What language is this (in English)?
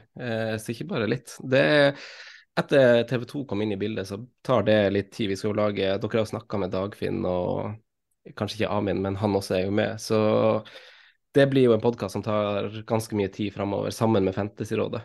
Norwegian